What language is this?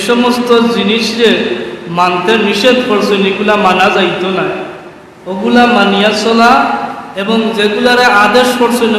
Sylheti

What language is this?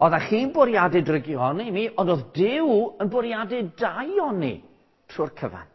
Welsh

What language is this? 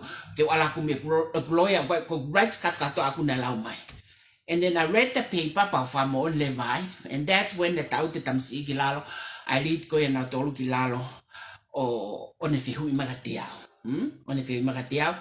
Tongan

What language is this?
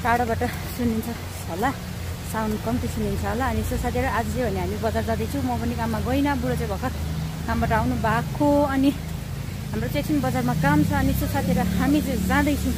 Nepali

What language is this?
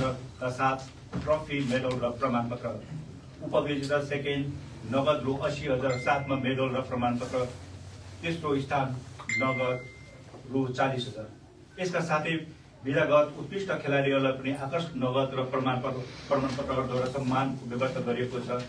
Nepali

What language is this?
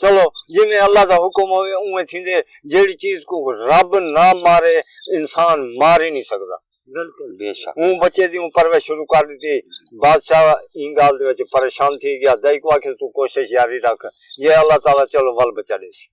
Saraiki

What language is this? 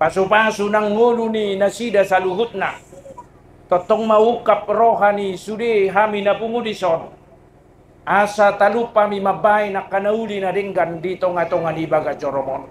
Batak Toba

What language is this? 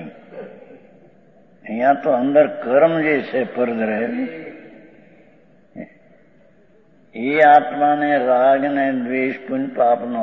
Gujarati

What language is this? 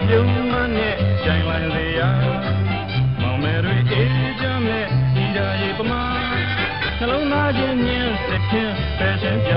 Burmese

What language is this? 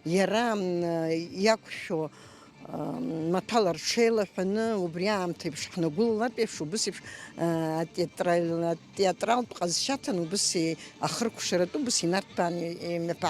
Abkhazian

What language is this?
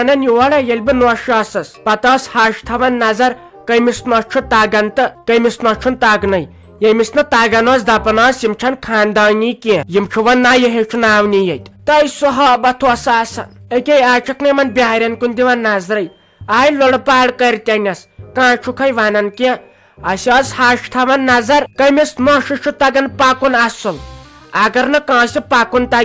Kashmiri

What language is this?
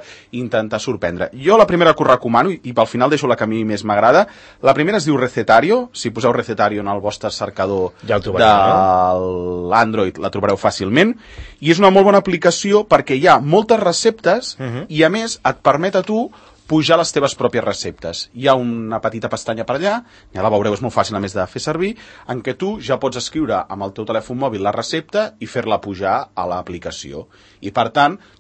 Catalan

